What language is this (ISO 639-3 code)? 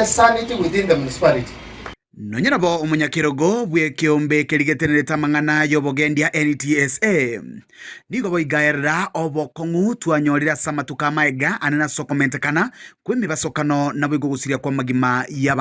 guz